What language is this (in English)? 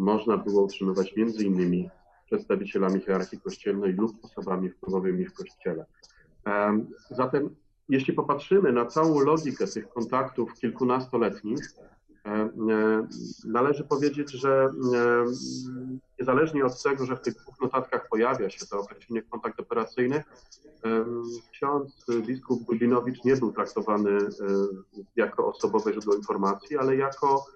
Polish